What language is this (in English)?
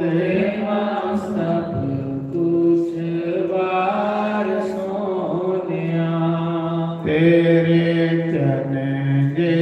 Dogri